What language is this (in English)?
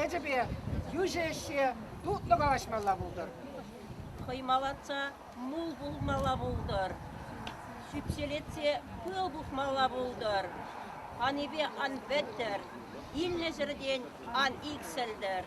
Chuvash